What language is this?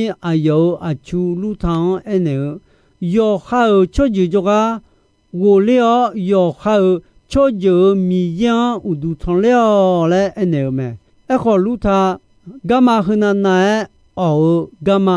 Akha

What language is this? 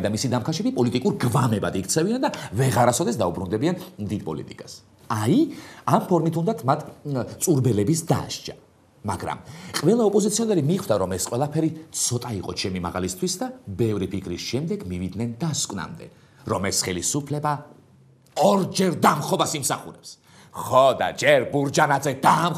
Georgian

